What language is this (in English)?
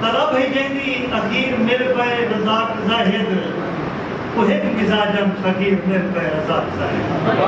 Saraiki